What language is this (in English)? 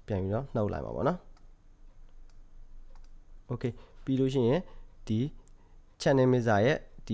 Burmese